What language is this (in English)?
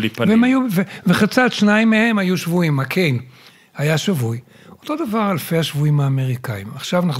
Hebrew